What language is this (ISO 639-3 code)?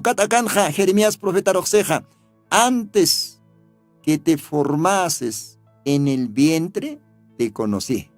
aym